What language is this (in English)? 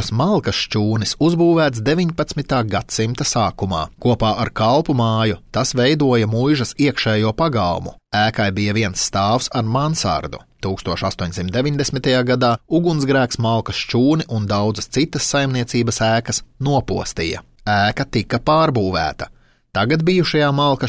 Latvian